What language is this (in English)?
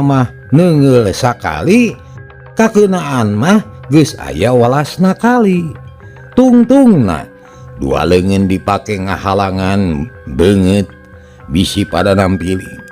Sundanese